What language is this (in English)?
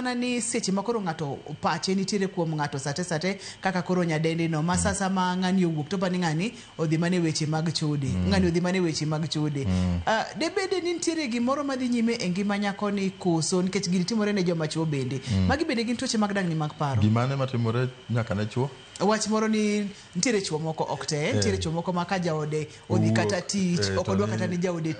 Luo (Kenya and Tanzania)